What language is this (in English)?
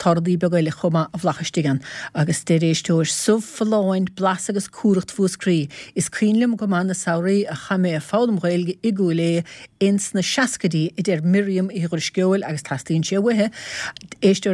Irish